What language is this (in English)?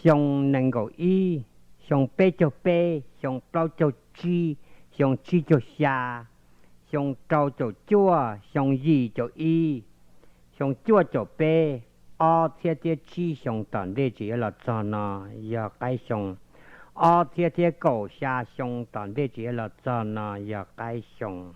Hmong